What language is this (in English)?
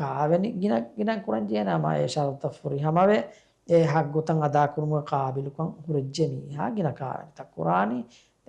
Divehi